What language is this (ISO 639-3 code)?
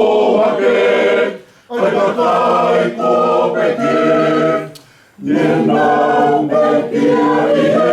ton